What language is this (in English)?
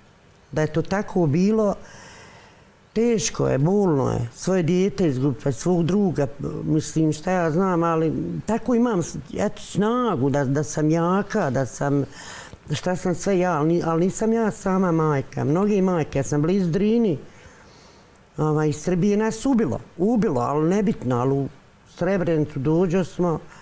Bosnian